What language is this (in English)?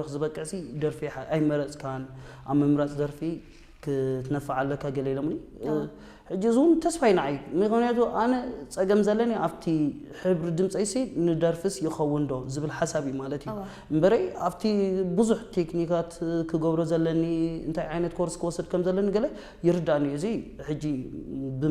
Tigrinya